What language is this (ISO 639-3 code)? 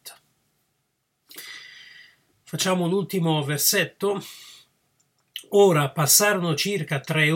ita